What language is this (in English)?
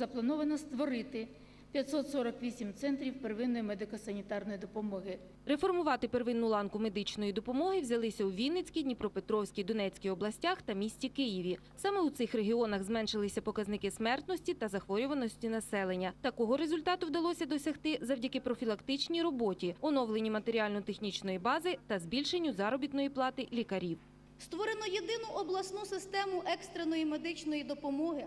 Ukrainian